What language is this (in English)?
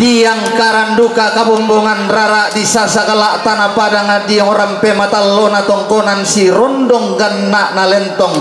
Toraja-Sa'dan